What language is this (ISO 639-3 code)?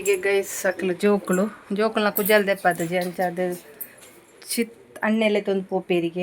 tcy